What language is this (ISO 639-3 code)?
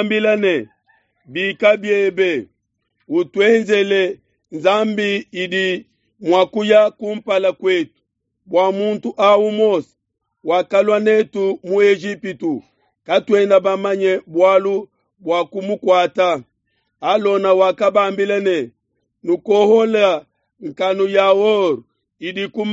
lua